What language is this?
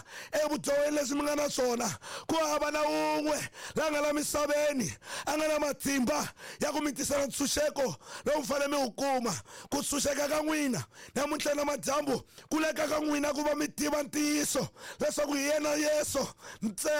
Tsonga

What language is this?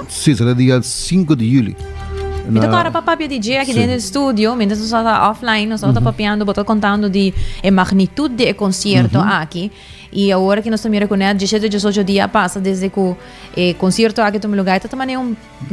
Papiamento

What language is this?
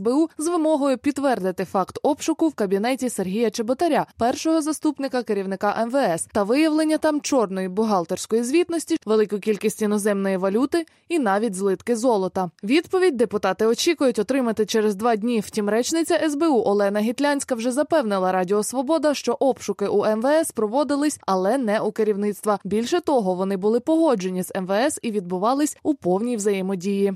Ukrainian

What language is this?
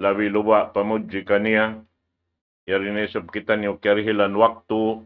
Tausug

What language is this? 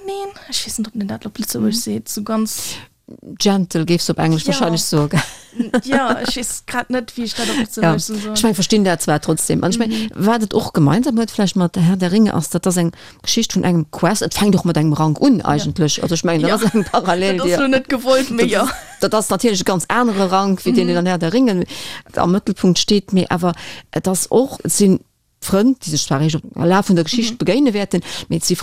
Luxembourgish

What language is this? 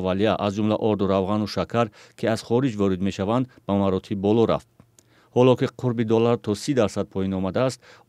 Tajik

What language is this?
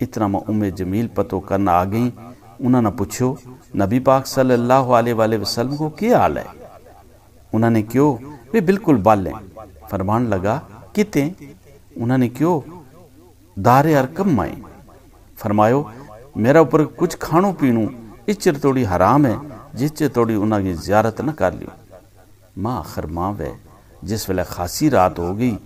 Gujari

